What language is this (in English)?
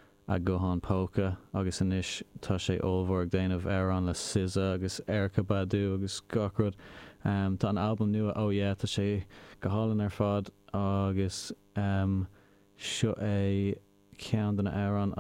Irish